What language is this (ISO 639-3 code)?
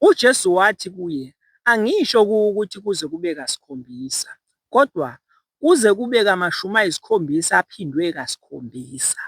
zul